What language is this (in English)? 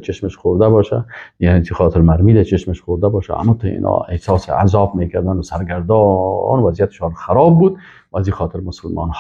Persian